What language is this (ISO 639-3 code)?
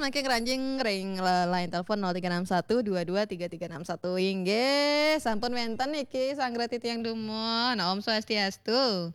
ban